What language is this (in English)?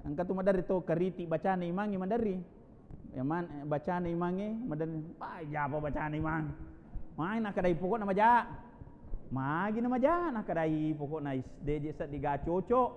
Buginese